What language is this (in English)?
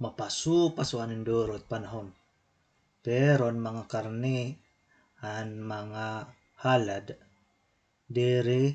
Waray